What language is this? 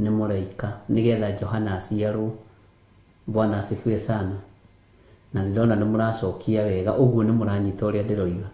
Kikuyu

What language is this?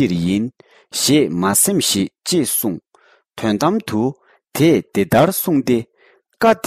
Tibetan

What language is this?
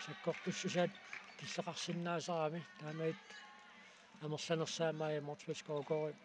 Kalaallisut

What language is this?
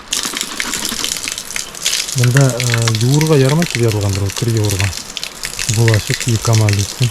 Bashkir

